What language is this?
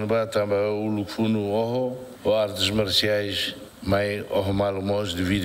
Tetum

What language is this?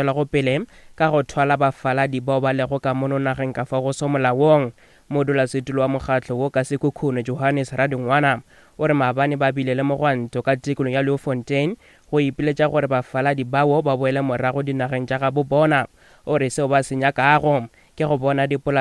Northern Sotho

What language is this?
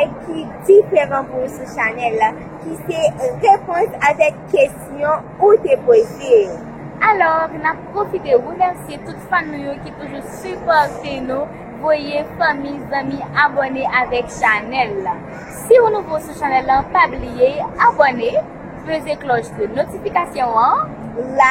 Haitian Creole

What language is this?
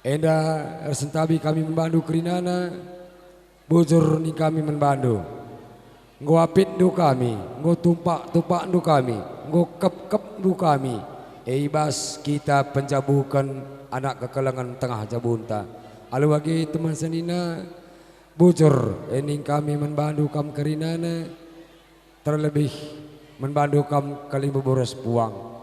Batak Karo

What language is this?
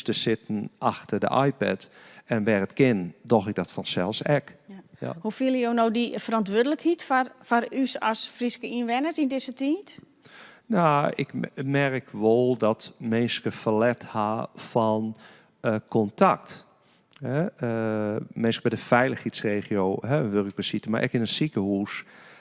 Western Frisian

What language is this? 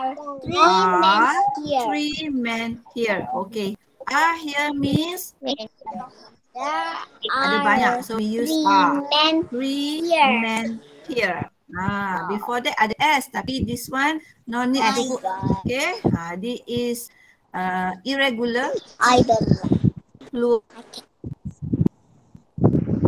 Malay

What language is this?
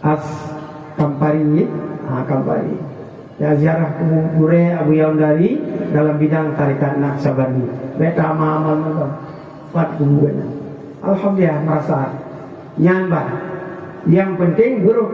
Achinese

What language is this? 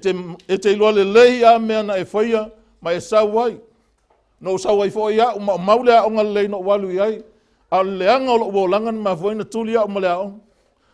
Samoan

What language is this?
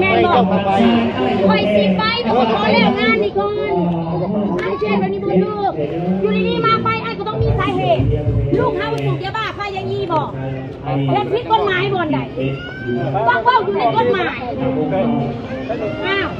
Lao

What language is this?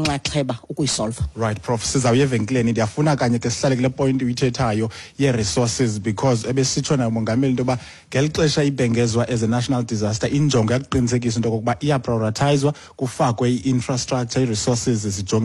Xhosa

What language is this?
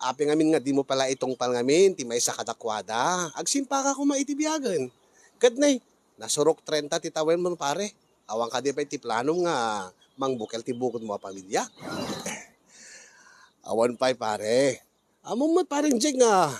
Iloko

